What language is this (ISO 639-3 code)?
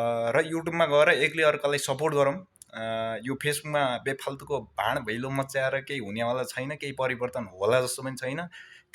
nep